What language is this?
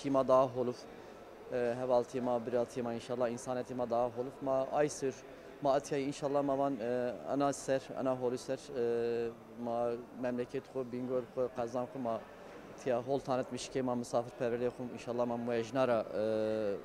Zaza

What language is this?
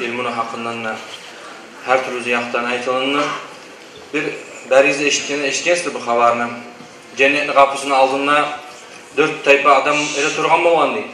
Kumyk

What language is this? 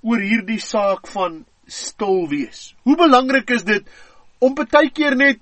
Afrikaans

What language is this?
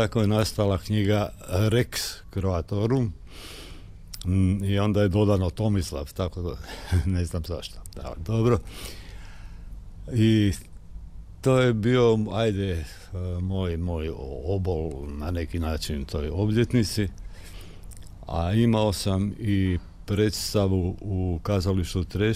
Croatian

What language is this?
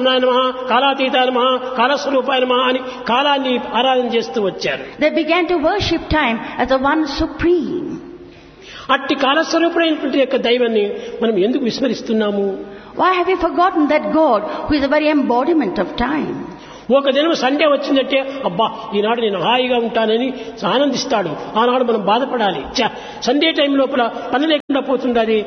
Telugu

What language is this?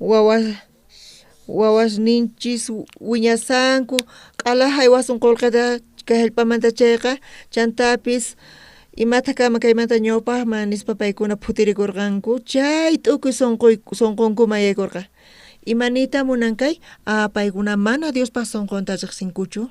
South Bolivian Quechua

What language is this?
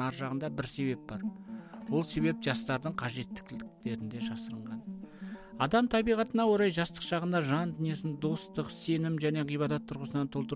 Kazakh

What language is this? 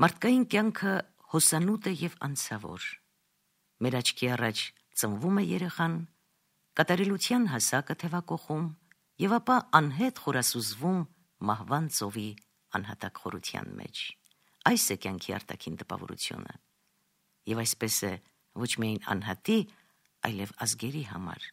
Armenian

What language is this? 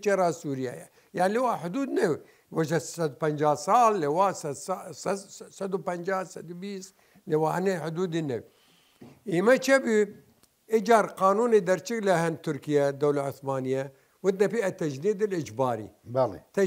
Southern Kurdish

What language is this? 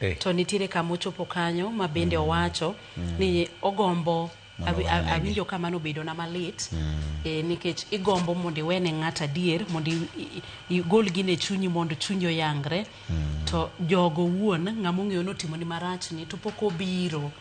Luo (Kenya and Tanzania)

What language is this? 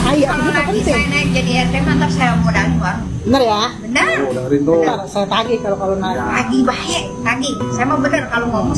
Betawi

